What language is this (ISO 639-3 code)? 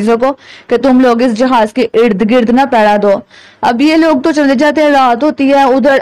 urd